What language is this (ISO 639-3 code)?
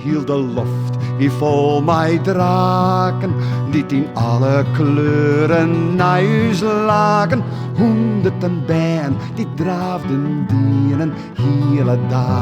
fry